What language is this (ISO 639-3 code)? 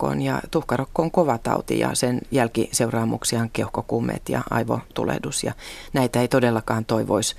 fin